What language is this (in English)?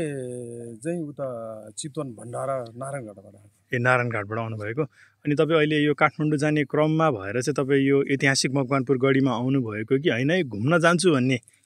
Nepali